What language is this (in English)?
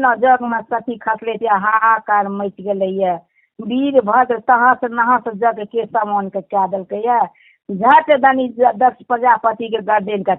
Maithili